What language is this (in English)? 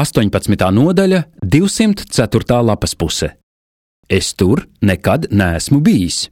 Latvian